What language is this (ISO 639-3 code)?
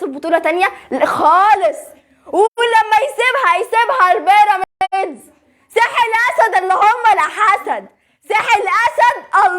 arz